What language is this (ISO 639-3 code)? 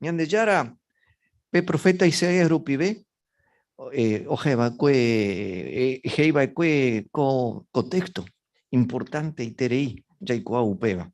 grn